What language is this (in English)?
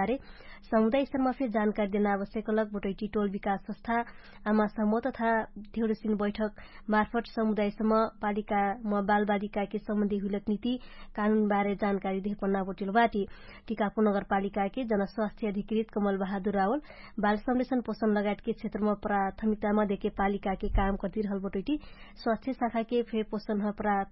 Dangaura Tharu